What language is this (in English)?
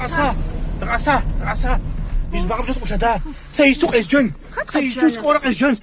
Kabardian